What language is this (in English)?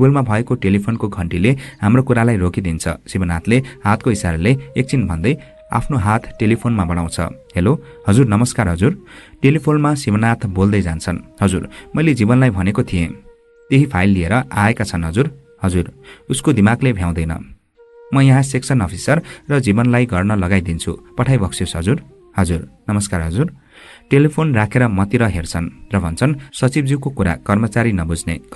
Nepali